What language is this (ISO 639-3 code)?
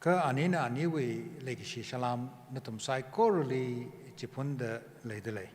nmf